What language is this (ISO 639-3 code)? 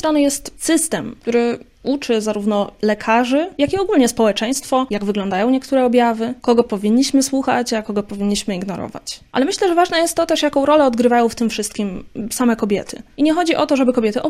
pol